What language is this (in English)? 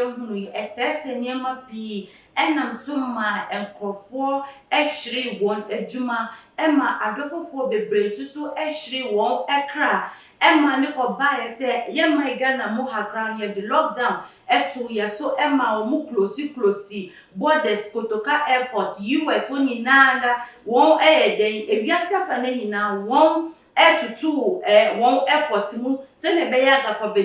Akan